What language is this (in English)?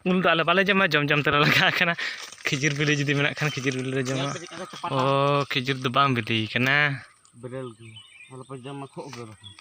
Santali